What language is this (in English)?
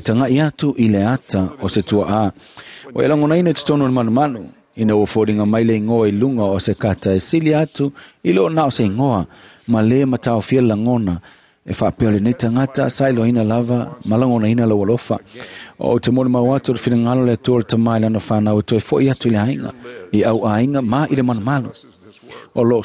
Samoan